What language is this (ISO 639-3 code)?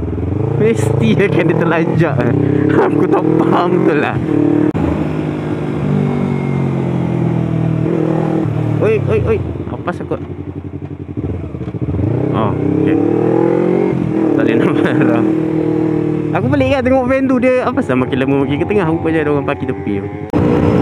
msa